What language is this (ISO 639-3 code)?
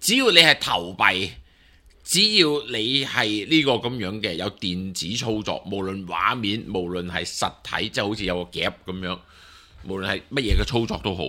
yue